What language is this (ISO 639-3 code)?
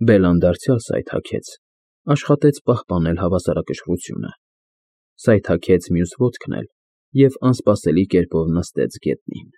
hye